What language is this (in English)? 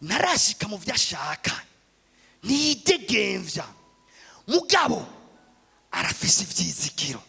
Rundi